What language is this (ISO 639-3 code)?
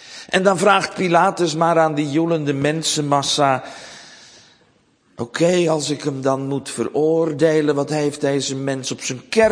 nld